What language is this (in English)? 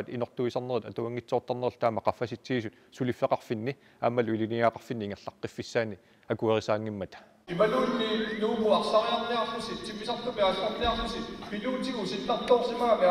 Kalaallisut